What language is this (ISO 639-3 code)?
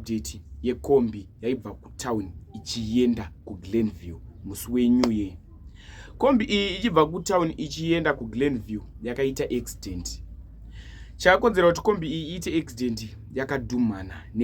sna